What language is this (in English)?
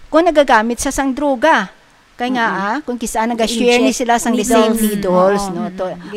Hiligaynon